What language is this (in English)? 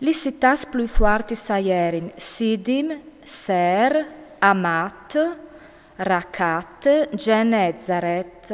Friulian